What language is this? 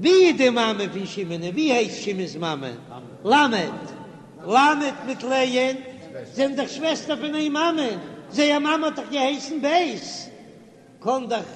Yiddish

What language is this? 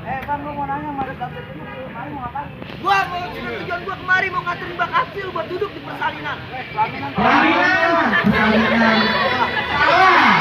Betawi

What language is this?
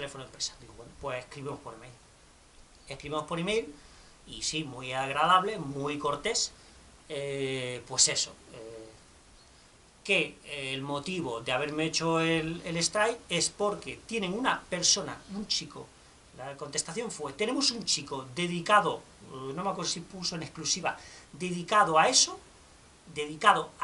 Spanish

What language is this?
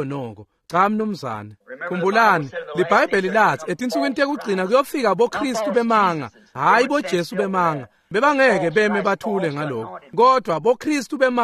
Swati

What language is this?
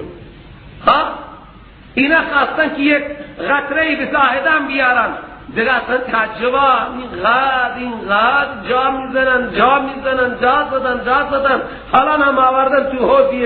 Persian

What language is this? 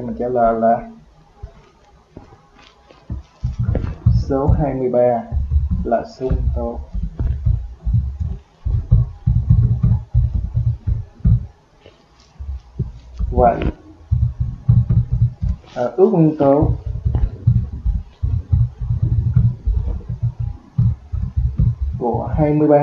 Vietnamese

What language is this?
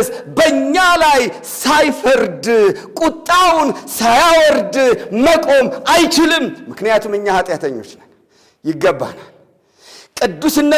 Amharic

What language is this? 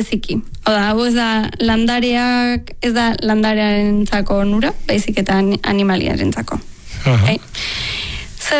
Basque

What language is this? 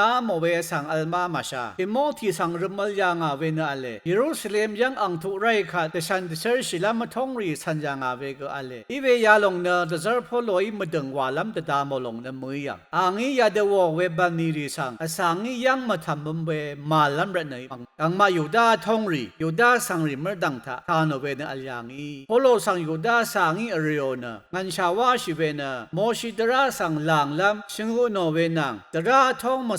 Rawang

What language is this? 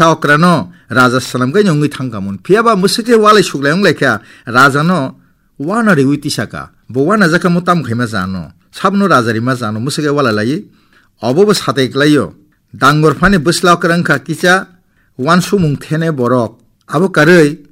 Kok Borok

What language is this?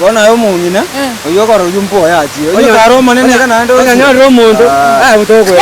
Gusii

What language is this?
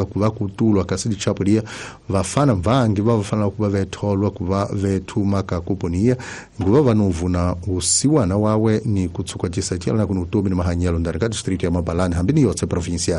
Tsonga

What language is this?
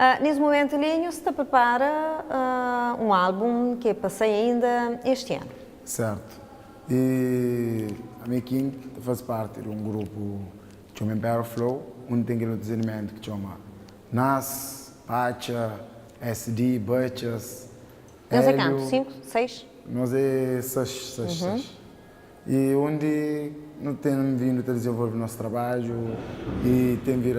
Kabuverdianu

